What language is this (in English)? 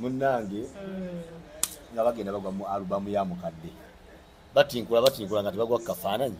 Ganda